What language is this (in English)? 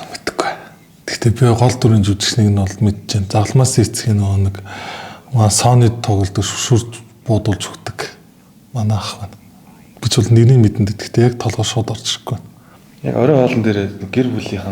Mongolian